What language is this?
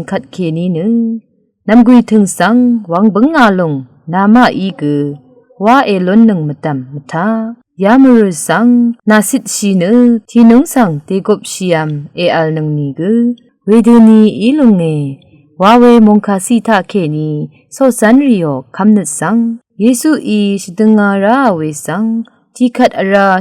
Rawang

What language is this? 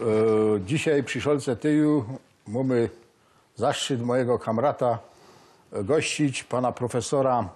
Silesian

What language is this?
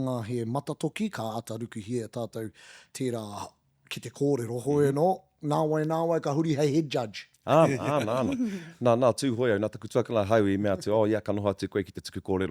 Māori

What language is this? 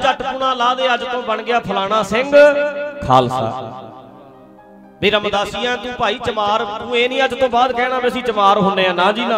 Punjabi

